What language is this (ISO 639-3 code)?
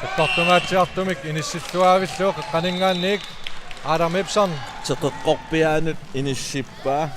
kal